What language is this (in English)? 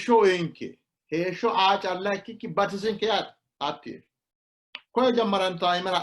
Sidamo